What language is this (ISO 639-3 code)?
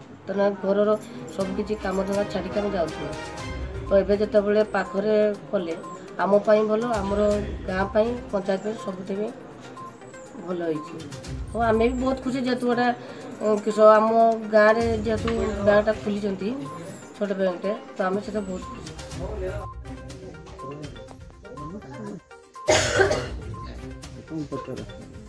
ori